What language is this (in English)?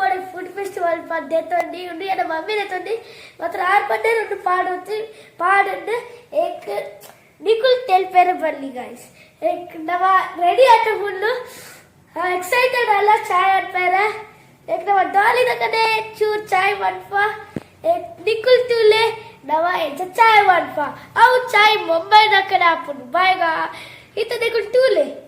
Tulu